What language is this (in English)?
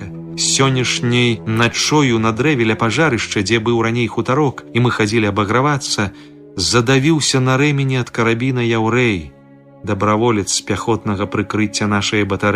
Belarusian